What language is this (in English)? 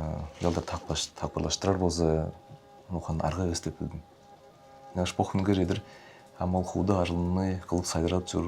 Tuvinian